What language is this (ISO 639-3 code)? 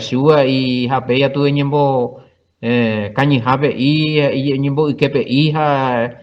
grn